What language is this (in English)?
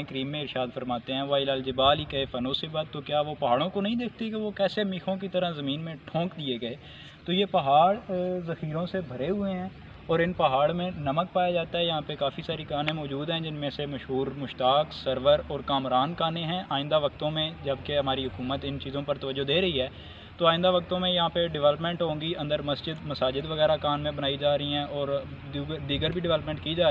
Urdu